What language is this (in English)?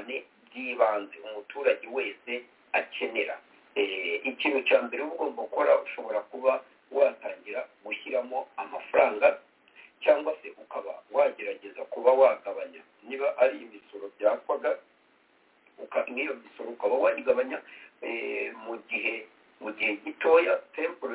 Kinyarwanda